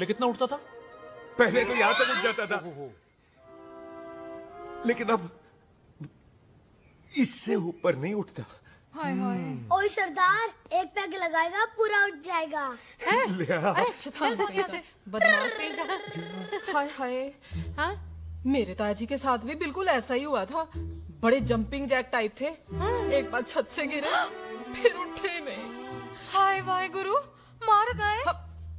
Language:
Hindi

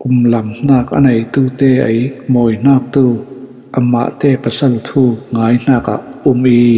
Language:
Falam Chin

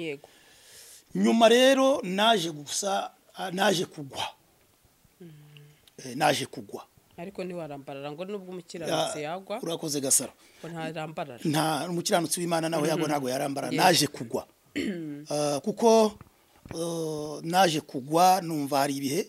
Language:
Kinyarwanda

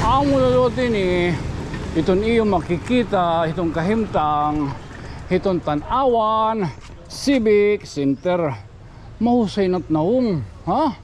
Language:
Waray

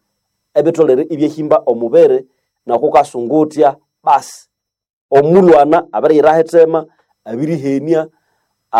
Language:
Nande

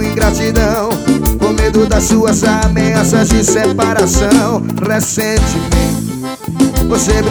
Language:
Portuguese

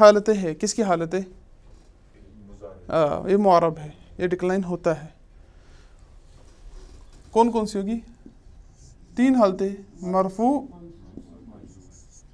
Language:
Urdu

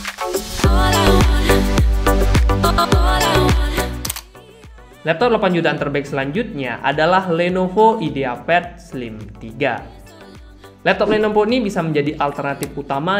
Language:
Indonesian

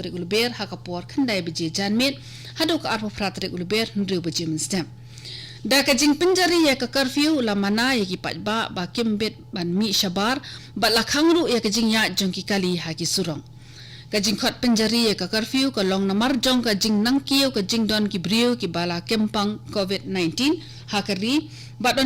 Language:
Khasi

